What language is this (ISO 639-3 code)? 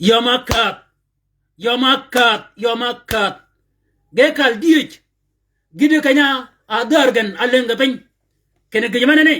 shk